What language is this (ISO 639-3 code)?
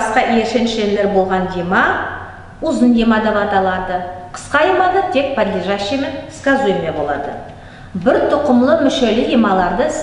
nog